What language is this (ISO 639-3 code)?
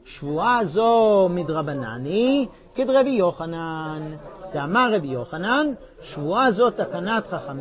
heb